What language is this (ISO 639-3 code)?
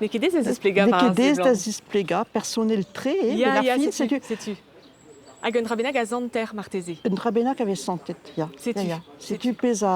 bre